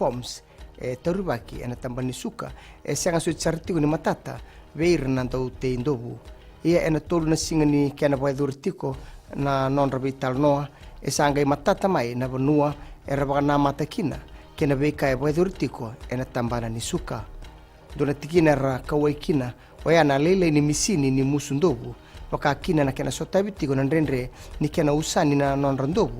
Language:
Fijian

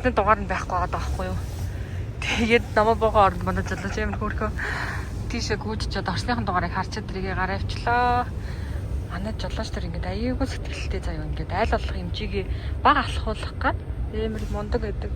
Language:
Mongolian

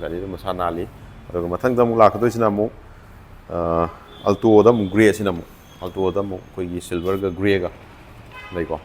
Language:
Manipuri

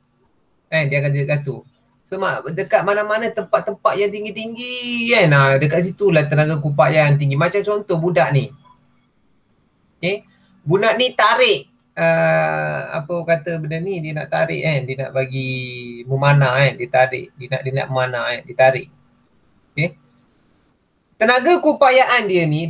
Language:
Malay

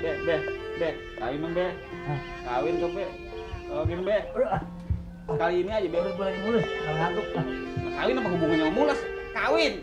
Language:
Betawi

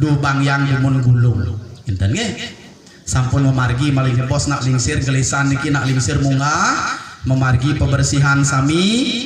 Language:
Balinese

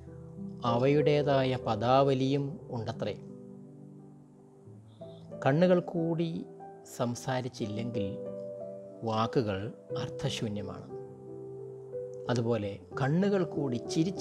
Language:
Malayalam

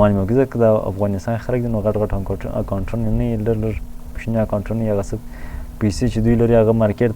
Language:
Pashto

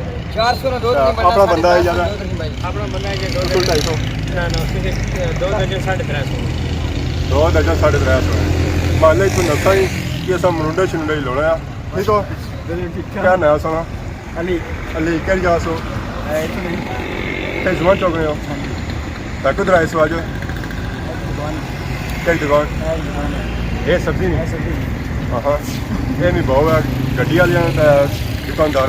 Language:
Pahari-Potwari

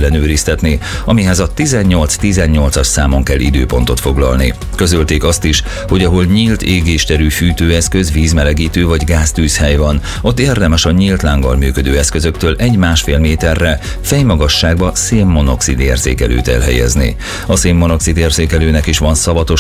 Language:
Hungarian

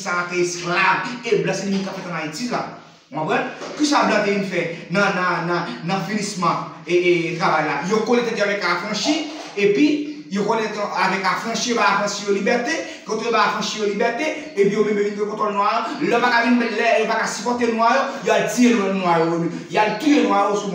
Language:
Haitian Creole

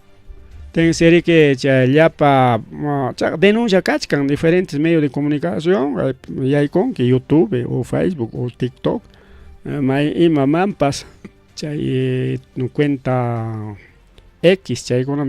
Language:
Ayacucho Quechua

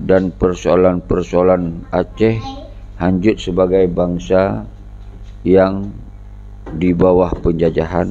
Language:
Achinese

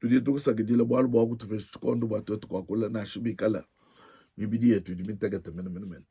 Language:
Luba-Lulua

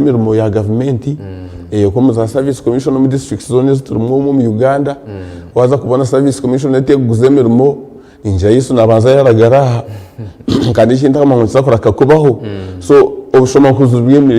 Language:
Nyankole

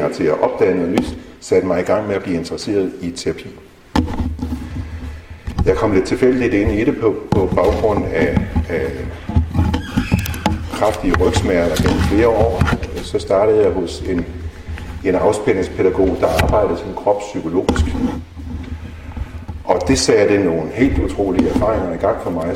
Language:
Danish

